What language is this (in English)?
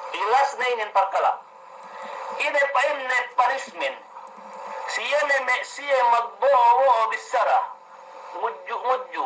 Yakan